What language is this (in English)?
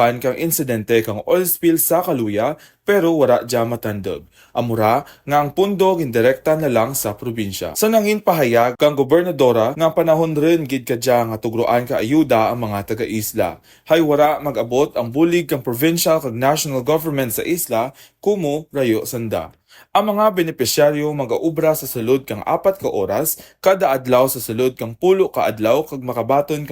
Kinaray-a